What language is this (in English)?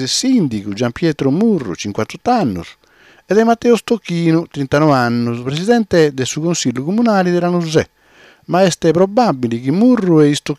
Sardinian